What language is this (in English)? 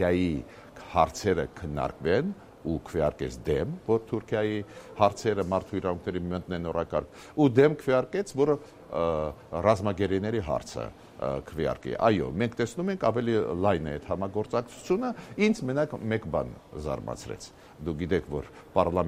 Armenian